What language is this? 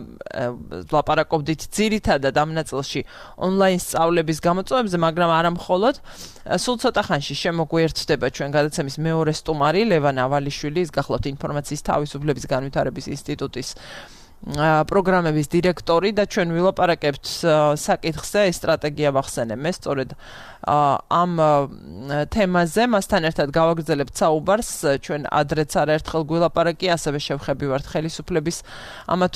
Georgian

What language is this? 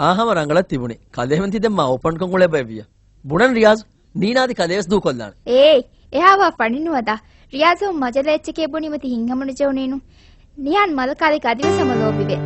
Divehi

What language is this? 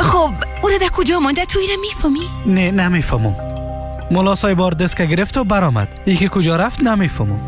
Persian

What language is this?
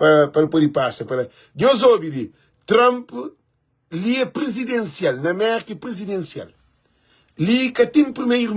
Kabuverdianu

